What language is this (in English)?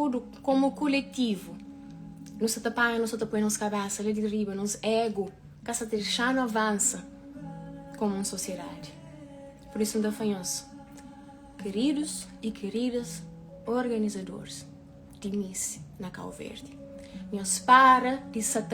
Kabuverdianu